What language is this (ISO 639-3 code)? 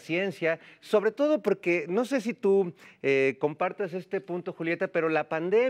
spa